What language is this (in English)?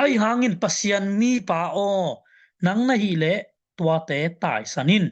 Tedim Chin